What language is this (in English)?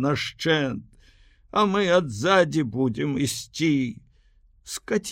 Belarusian